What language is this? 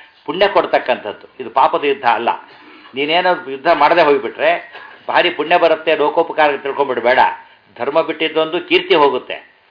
Kannada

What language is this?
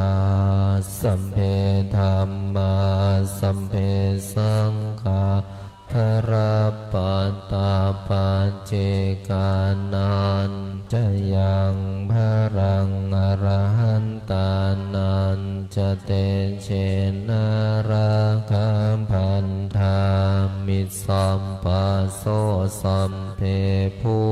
Pali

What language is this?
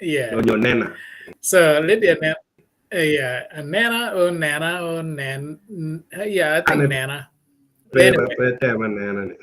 Acoli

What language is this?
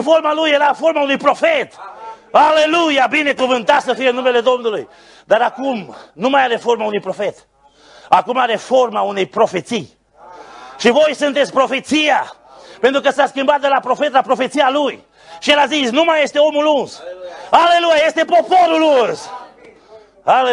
Romanian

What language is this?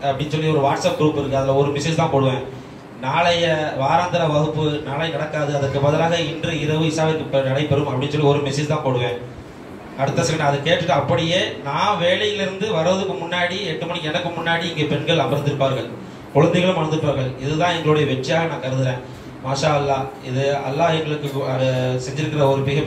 Tamil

